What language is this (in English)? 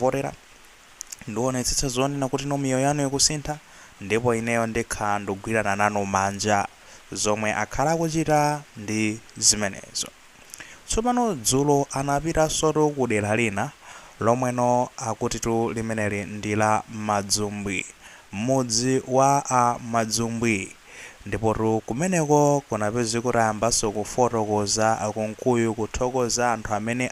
Nyanja